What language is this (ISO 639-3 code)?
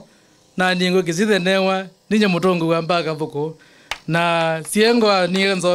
kam